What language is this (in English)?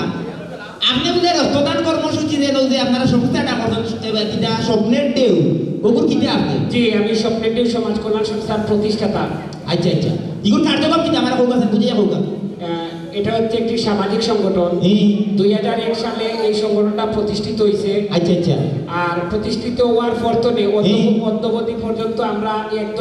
Sylheti